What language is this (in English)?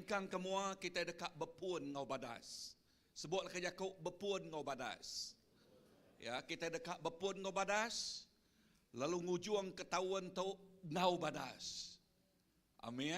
Iban